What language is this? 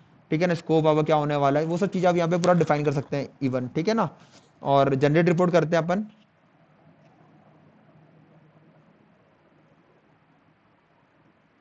Hindi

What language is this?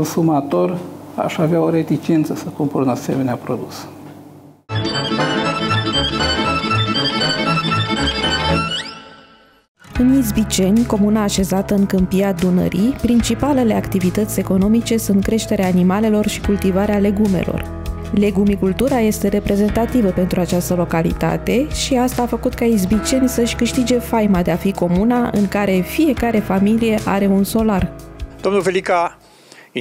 Romanian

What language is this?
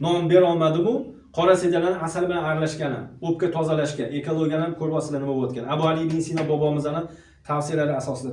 Uzbek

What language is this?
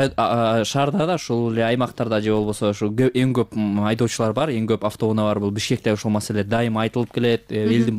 Kyrgyz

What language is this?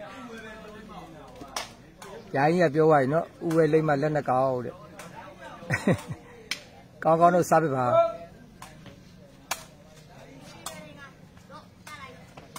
Burmese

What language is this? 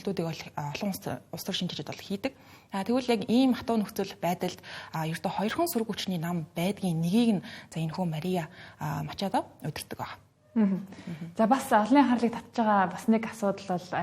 Mongolian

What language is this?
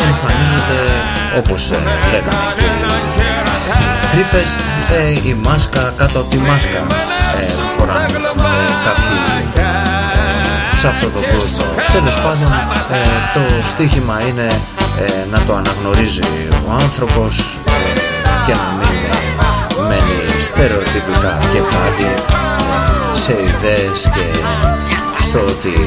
Greek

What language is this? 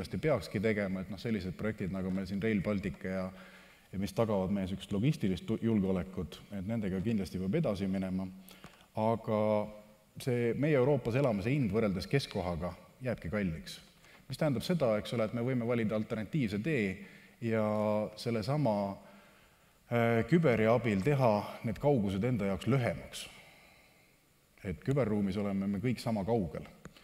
Estonian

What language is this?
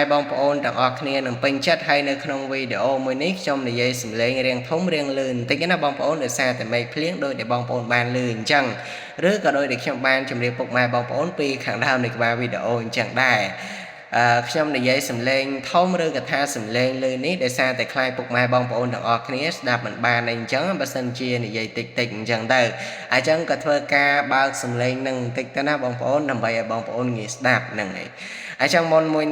Khmer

